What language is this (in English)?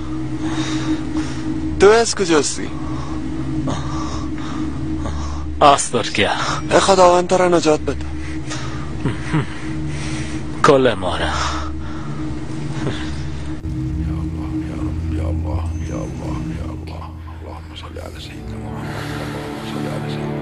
Persian